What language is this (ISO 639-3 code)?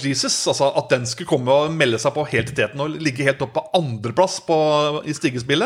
nor